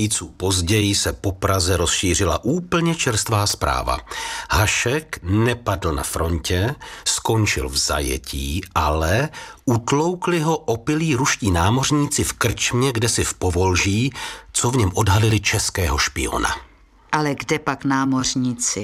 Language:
Czech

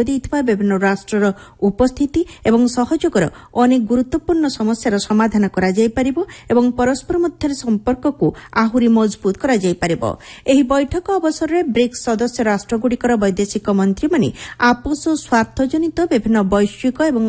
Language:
Odia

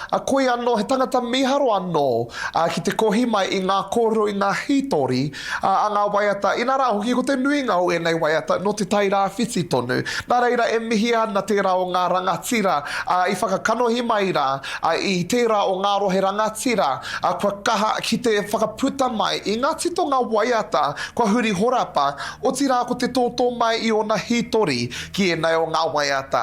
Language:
Māori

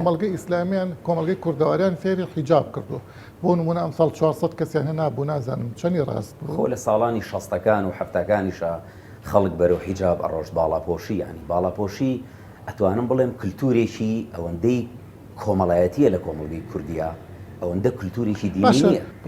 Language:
Central Kurdish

